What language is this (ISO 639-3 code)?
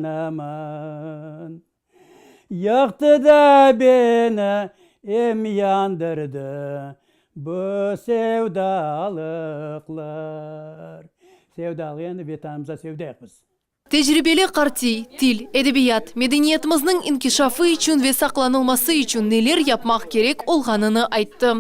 crh